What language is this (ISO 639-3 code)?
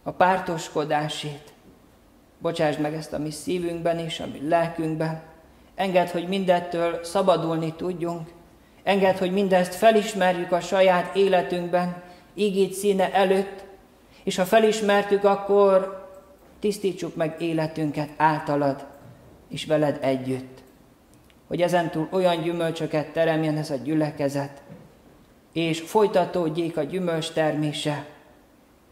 hun